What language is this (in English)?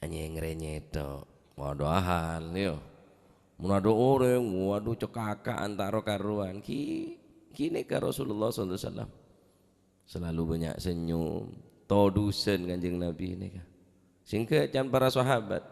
Madurese